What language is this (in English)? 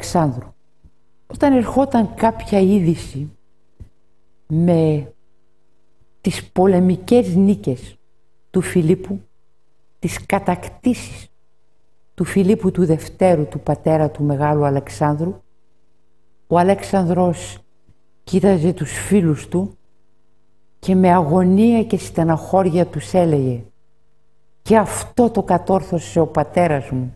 Greek